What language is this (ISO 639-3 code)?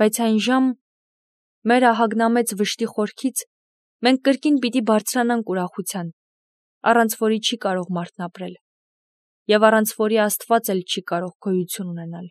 hye